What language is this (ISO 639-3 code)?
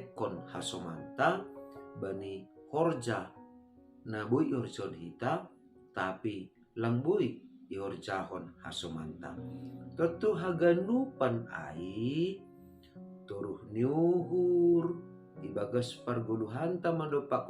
bts